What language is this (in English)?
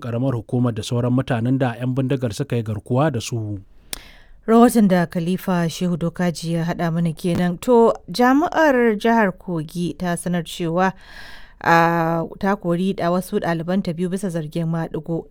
Hausa